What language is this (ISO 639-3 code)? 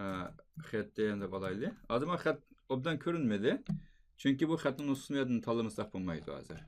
uig